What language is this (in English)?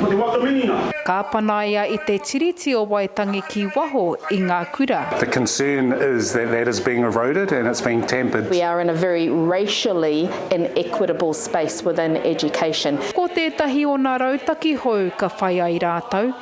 Māori